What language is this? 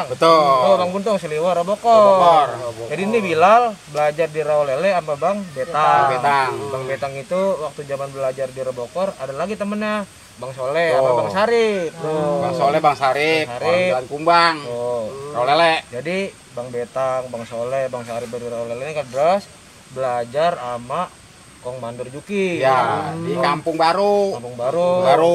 Betawi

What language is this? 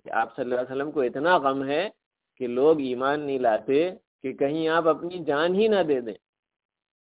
Urdu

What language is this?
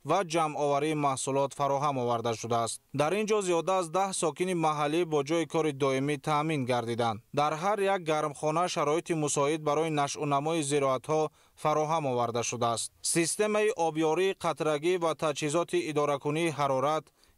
Tajik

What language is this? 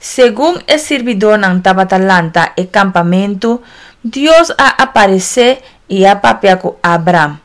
Papiamento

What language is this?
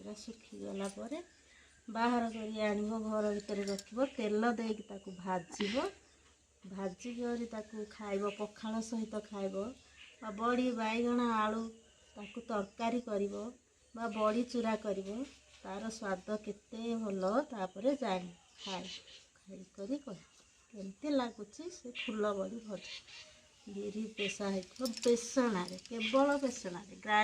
Odia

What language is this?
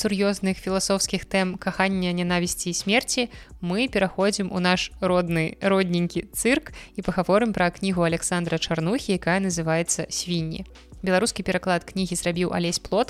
Belarusian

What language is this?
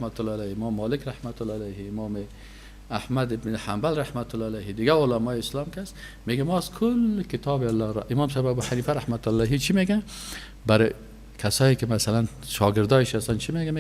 Persian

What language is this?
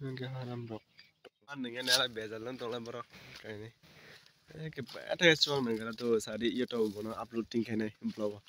Kok Borok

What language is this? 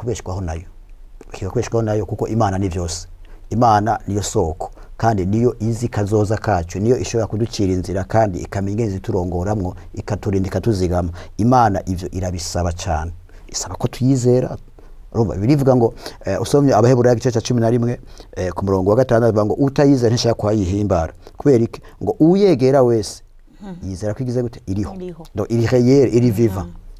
Rundi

